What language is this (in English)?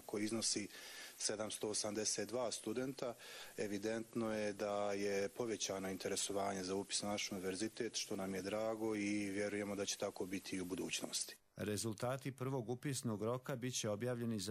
Croatian